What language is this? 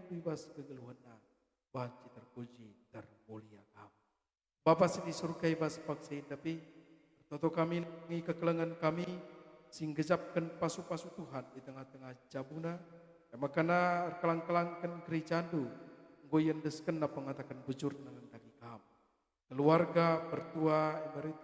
Batak Karo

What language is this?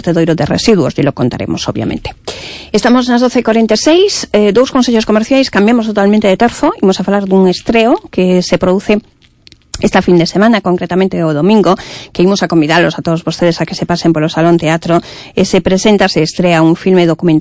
Galician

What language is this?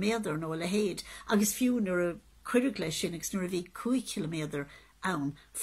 Irish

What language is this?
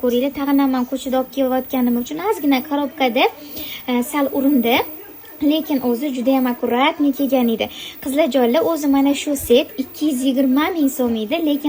Uzbek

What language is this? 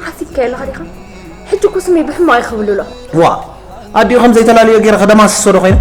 Tigrinya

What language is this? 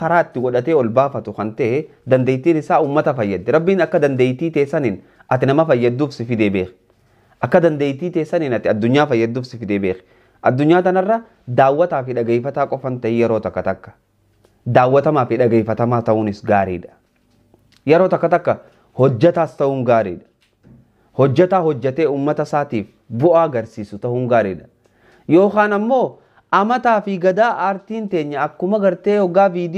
Oromo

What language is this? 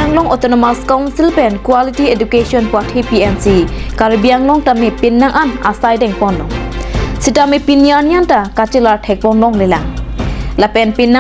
Karbi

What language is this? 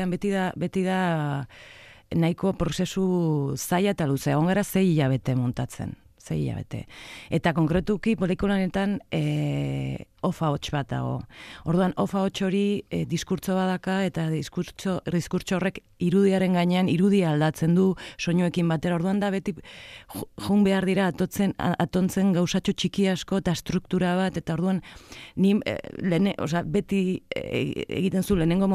Basque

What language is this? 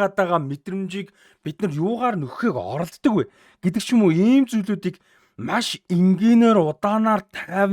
Mongolian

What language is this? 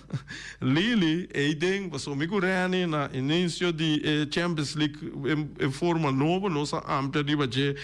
Papiamento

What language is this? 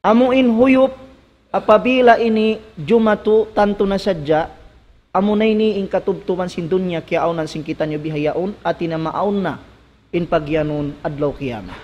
Tausug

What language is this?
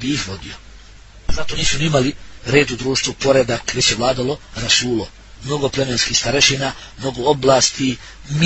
Bosnian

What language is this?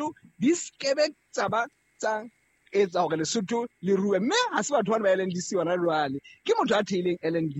Southern Sotho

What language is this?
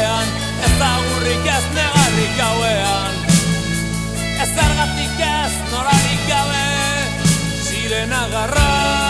Basque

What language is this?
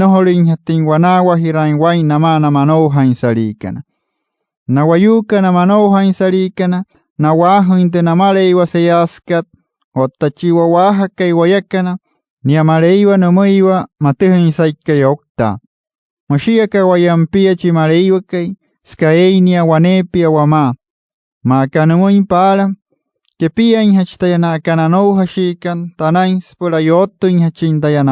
Wayuu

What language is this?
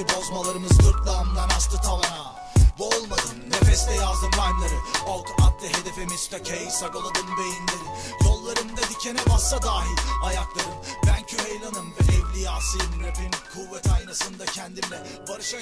Turkish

